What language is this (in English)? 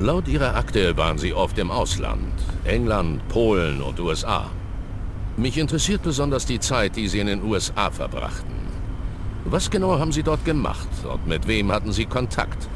Bavarian